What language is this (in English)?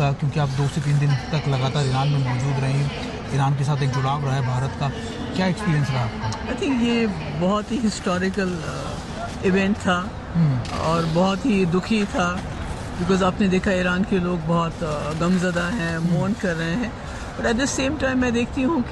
Hindi